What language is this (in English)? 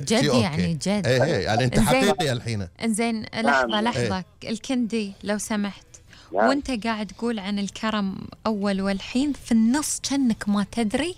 Gulf Arabic